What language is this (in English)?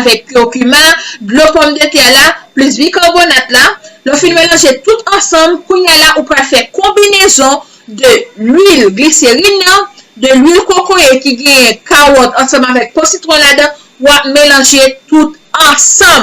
Haitian Creole